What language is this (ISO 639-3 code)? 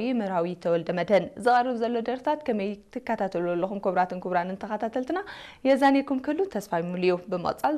tir